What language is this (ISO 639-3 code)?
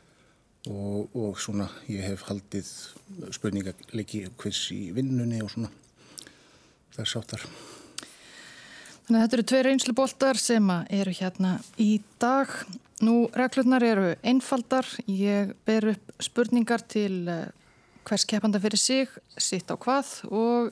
isl